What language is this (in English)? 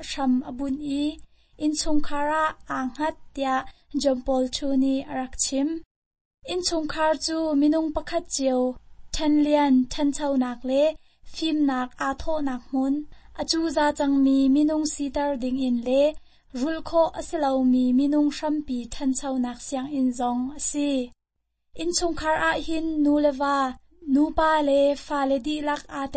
Hakha Chin